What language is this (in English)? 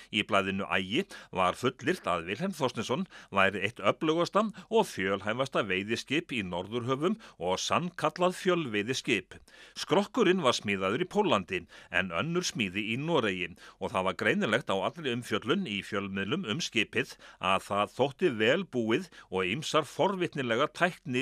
Icelandic